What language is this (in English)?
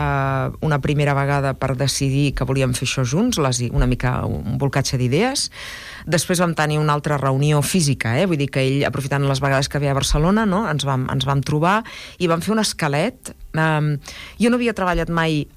Catalan